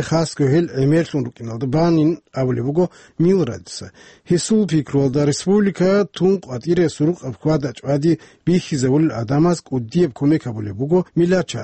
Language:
Avaric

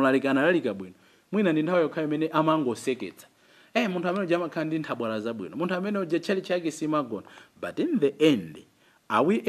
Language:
Nyanja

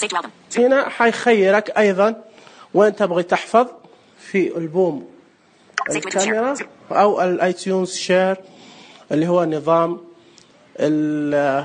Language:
Najdi Arabic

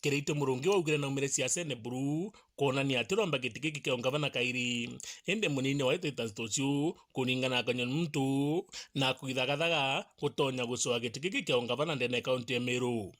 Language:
Meru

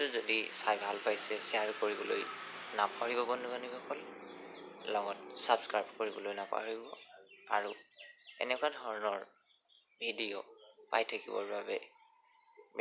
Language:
Assamese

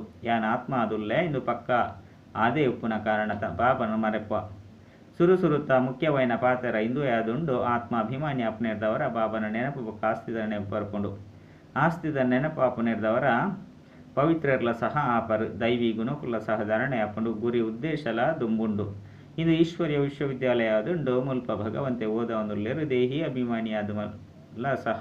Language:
Tulu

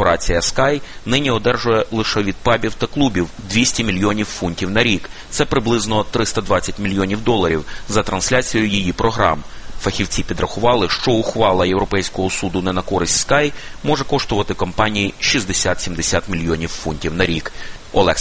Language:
Ukrainian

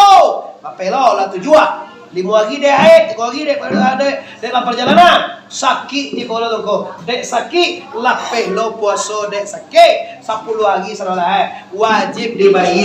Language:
Minangkabau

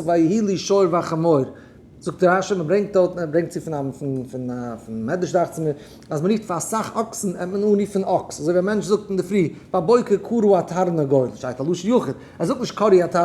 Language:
Yiddish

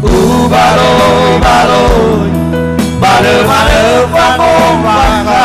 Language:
Nias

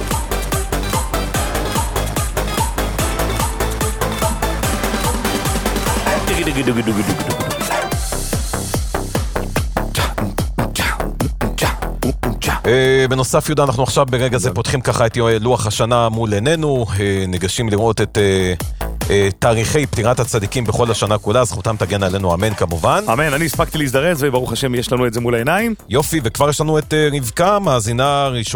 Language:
Hebrew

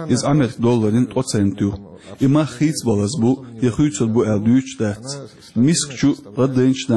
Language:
Chechen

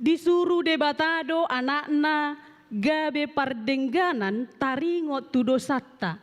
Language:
Batak Toba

